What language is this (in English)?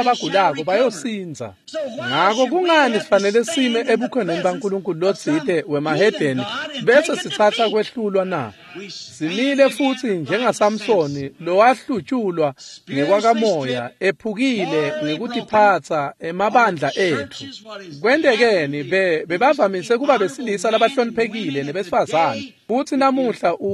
Swati